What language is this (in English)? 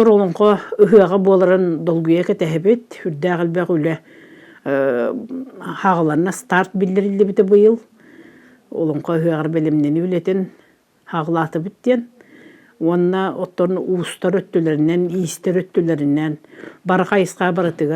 Yakut